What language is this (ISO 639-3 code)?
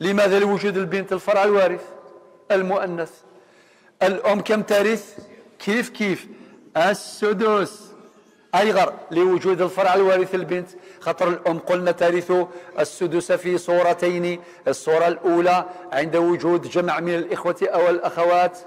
kab